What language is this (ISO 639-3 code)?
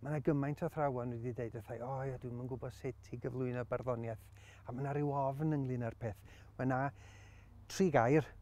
cym